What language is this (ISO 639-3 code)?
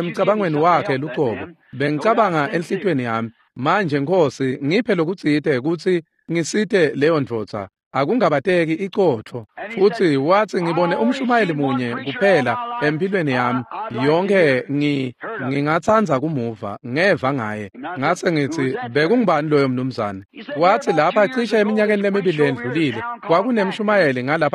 ssw